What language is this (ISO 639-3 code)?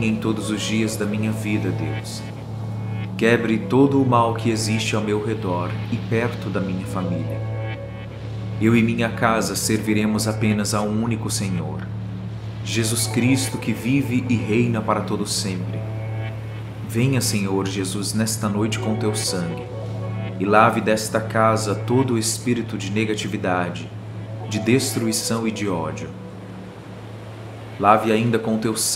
por